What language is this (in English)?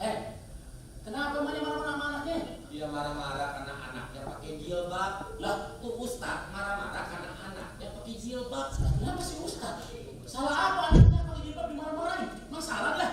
Betawi